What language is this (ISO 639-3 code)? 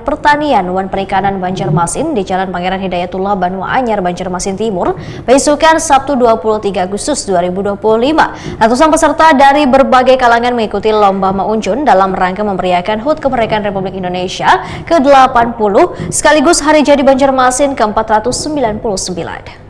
bjn